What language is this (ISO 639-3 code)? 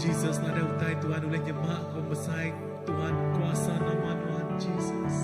iba